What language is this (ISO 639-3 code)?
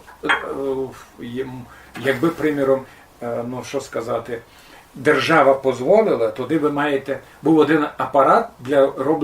rue